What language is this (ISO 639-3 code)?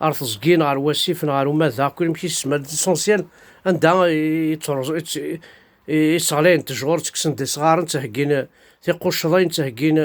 kab